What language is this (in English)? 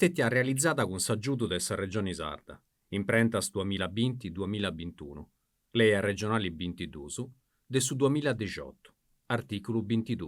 Sardinian